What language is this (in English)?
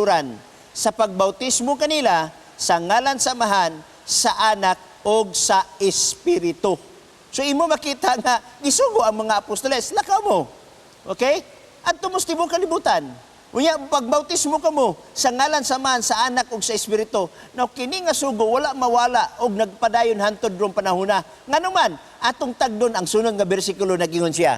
Cebuano